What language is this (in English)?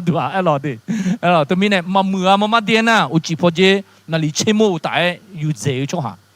Akha